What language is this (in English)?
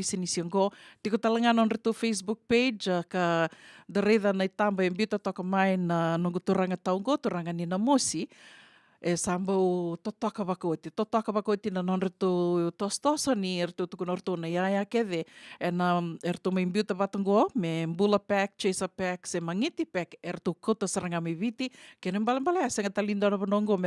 Fijian